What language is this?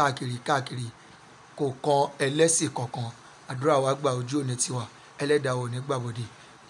Yoruba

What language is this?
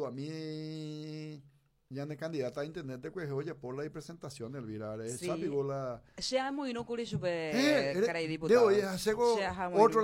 Guarani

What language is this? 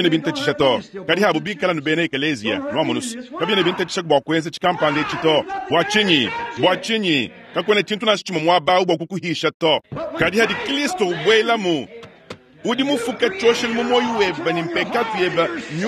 Luba-Lulua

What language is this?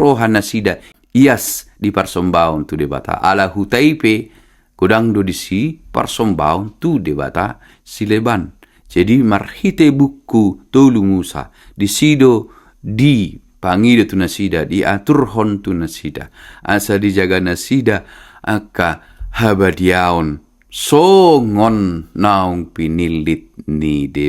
Batak Toba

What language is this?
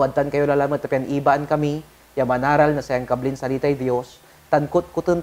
Pangasinan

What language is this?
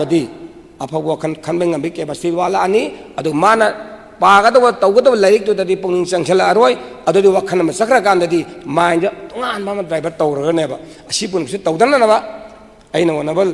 Manipuri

